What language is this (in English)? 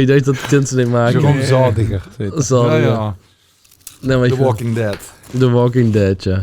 Limburgish